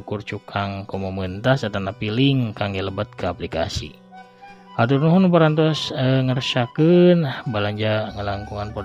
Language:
Sundanese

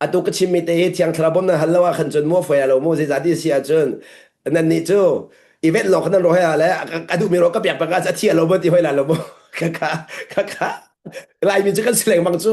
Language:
Hakha Chin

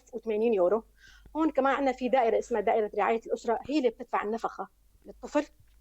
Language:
North Levantine Arabic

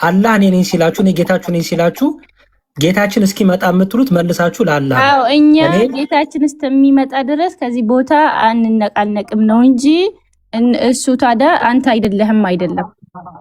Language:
Amharic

